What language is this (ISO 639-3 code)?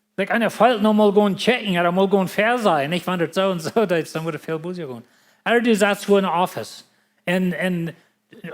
pdt